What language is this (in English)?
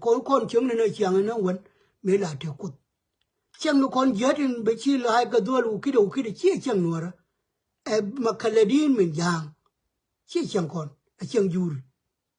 Nuer